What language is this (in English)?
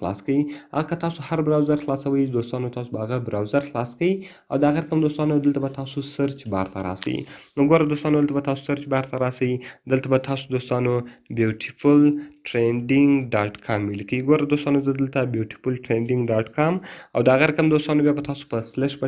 Pashto